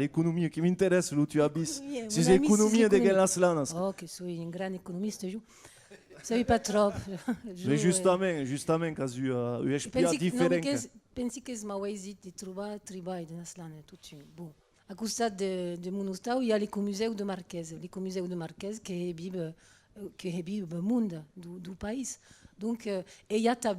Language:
Occitan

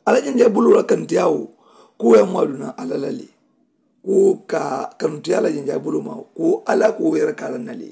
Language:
Mandingo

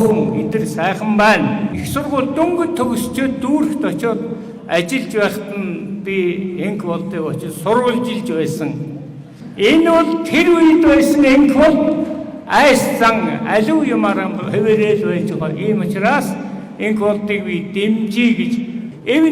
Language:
Mongolian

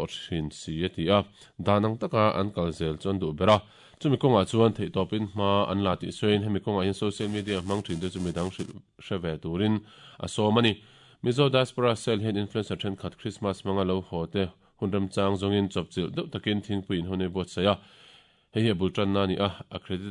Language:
Mizo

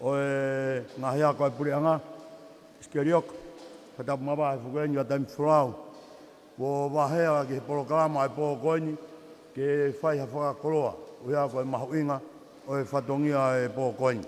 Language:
Tongan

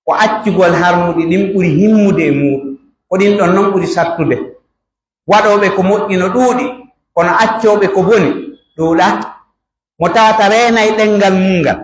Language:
Pular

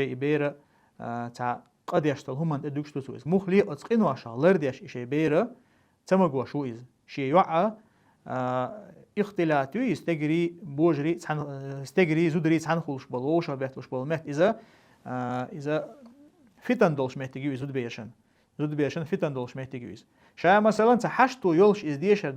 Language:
Chechen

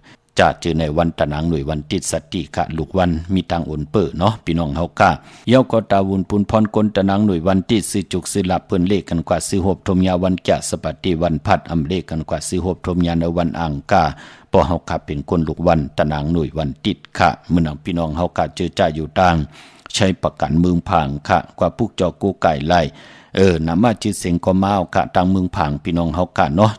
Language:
Shan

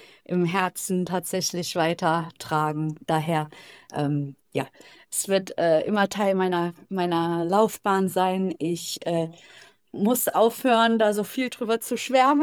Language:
German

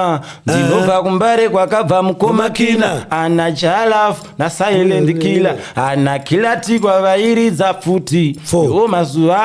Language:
Shona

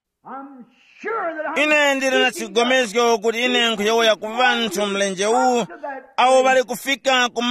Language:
Tumbuka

